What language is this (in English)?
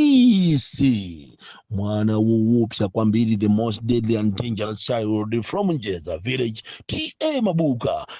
Nyanja